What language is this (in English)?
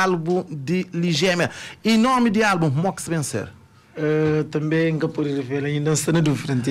Kabuverdianu